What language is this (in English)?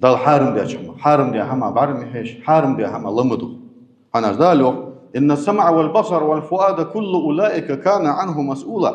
Ingush